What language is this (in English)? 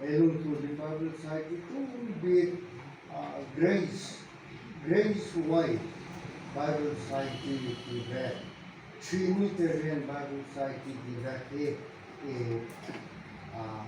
Falam Chin